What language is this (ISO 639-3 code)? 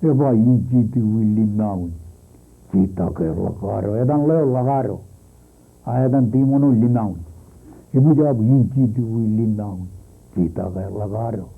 mah